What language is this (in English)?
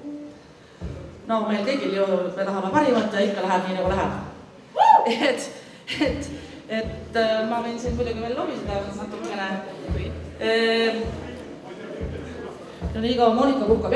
Estonian